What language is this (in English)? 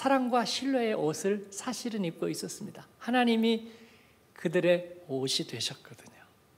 Korean